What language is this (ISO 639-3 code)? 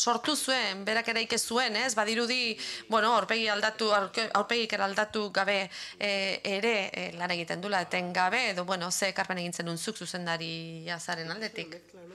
eus